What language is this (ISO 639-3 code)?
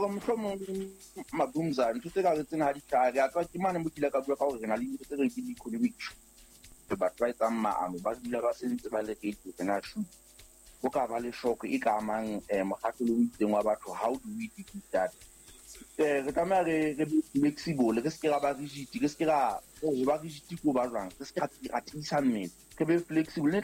sot